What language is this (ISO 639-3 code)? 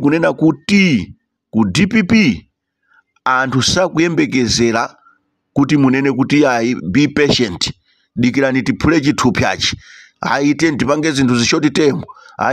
nya